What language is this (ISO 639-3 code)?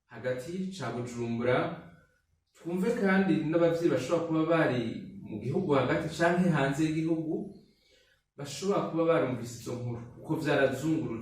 run